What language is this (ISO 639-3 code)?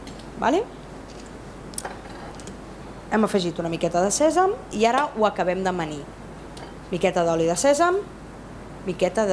cat